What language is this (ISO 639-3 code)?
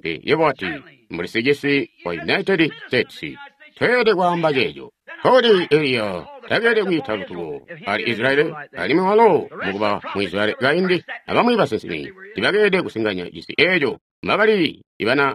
toi